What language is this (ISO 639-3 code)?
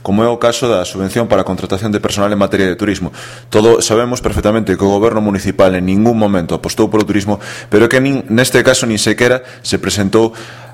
glg